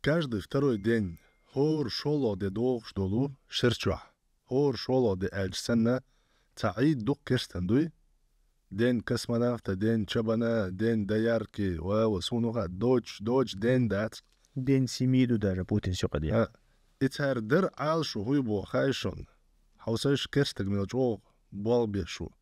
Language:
Chechen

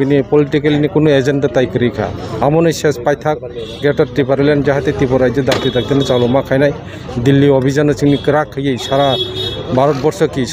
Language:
Kok Borok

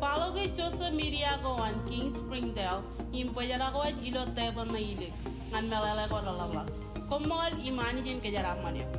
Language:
Marshallese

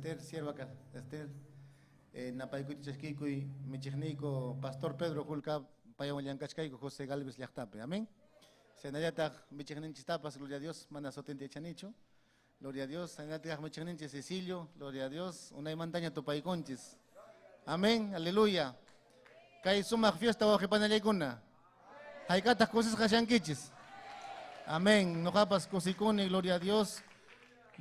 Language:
Ayacucho Quechua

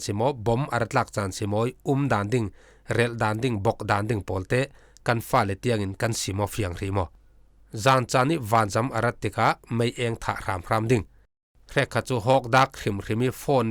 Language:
Falam Chin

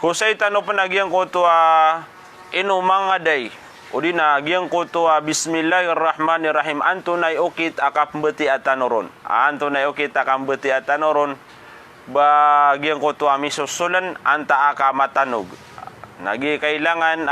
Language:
Maranao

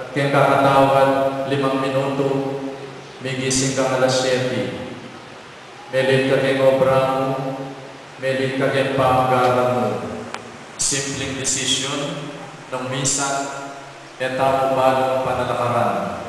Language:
Pampanga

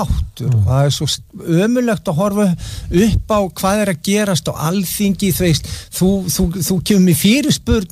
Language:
Icelandic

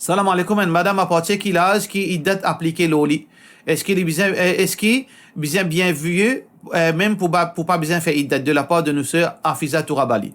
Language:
Morisyen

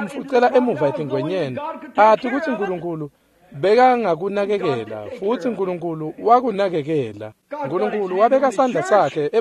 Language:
Swati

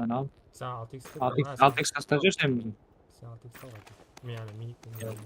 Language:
Kara-Kalpak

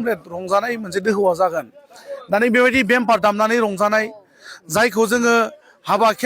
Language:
Bodo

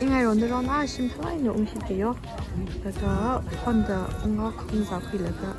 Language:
Tangkhul Naga (India)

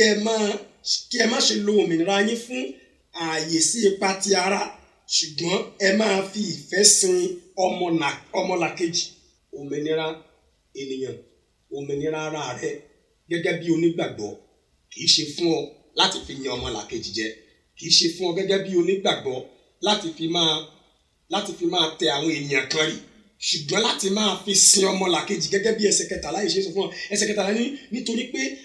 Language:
Yoruba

